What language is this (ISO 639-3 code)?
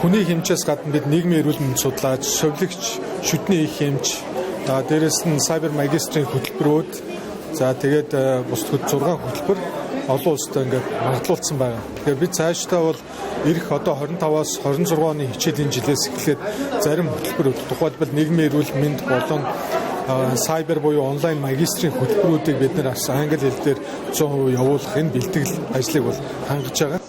mon